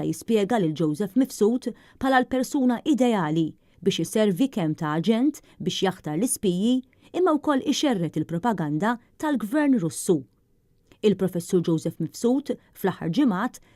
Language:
Maltese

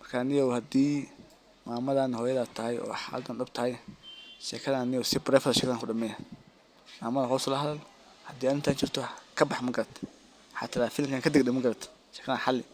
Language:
Somali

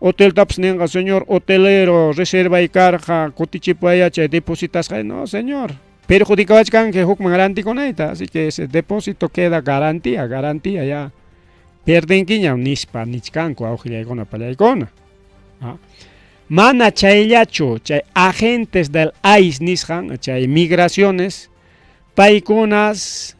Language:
Ayacucho Quechua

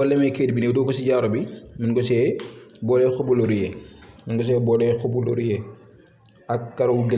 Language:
Wolof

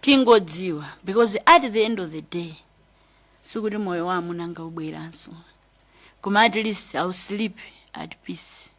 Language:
Nyanja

